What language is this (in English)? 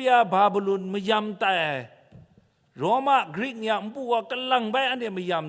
Kachin